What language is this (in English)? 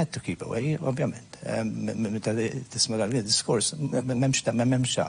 Maltese